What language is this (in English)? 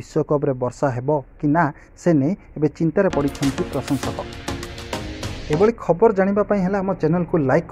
Odia